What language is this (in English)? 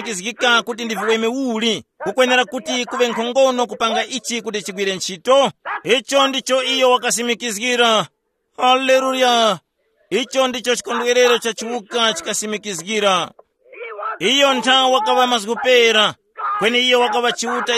Tumbuka